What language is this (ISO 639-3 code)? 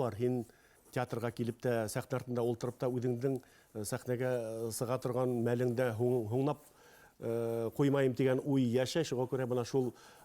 bak